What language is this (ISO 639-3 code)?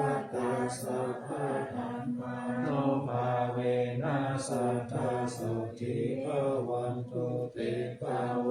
pli